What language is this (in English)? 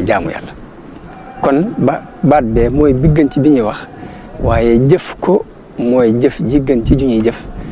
Wolof